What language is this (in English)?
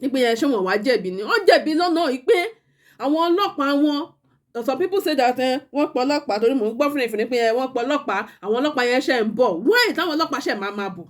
Yoruba